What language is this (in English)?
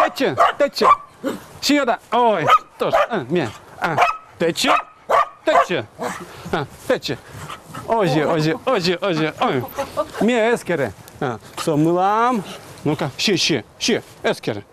Udmurt